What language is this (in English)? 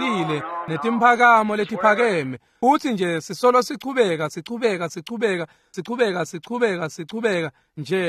Swati